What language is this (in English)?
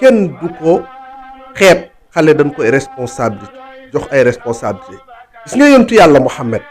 Wolof